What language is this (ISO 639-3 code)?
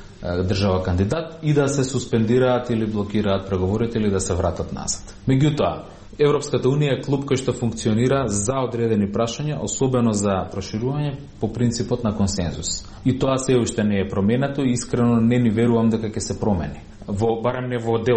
mkd